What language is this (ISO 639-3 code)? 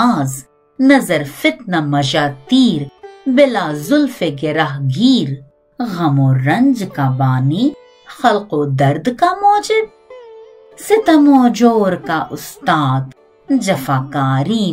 urd